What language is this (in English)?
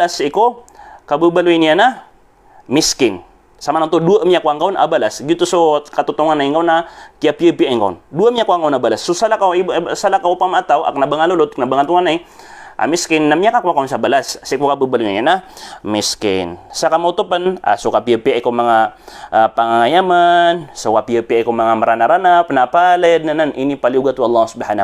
Maranao